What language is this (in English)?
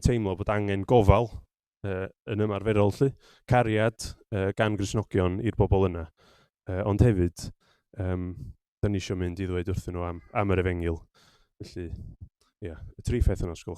Welsh